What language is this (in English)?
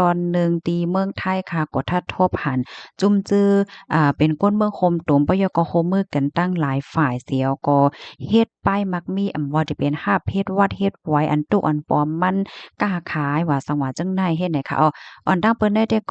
Shan